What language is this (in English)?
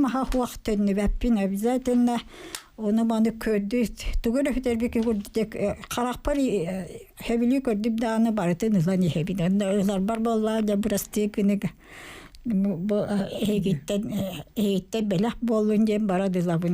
Yakut